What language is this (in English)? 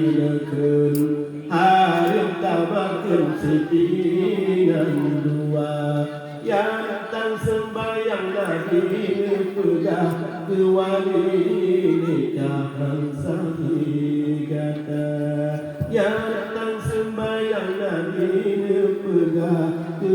Achinese